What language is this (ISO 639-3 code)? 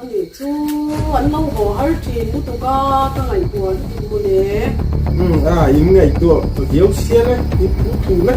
lus